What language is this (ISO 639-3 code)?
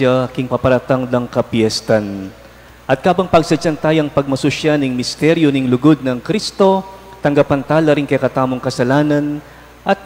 pam